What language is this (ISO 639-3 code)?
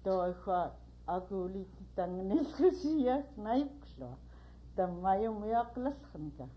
esu